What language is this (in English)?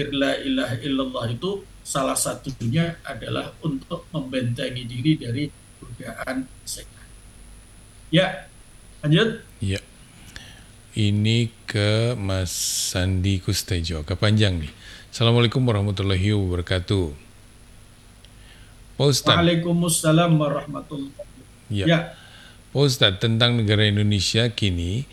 Indonesian